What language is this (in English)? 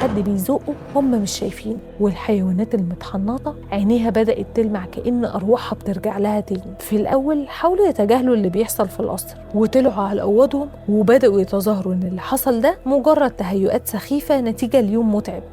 Egyptian Arabic